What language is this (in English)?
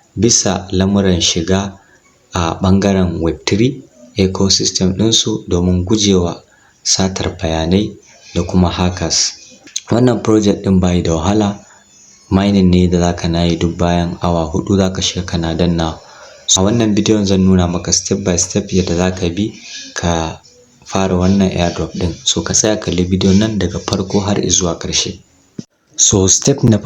Hausa